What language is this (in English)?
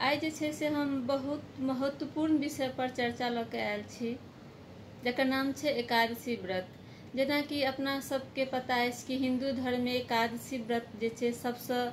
Maithili